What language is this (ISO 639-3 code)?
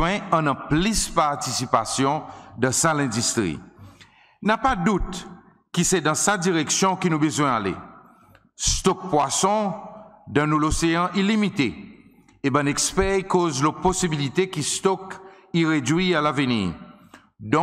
crs